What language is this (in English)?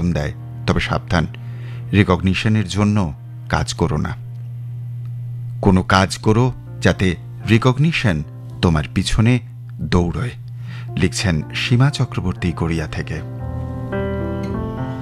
Bangla